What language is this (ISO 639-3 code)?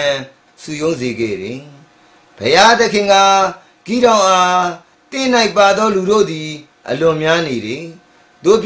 mya